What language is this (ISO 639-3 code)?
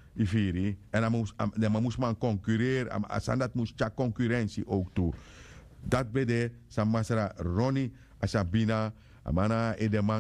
srn